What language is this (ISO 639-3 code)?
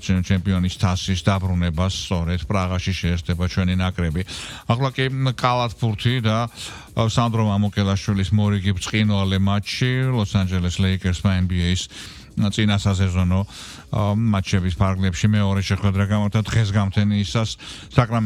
kat